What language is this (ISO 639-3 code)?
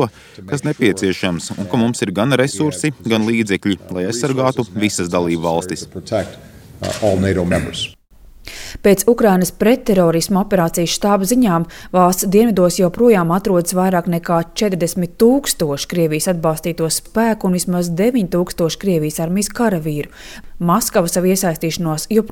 lav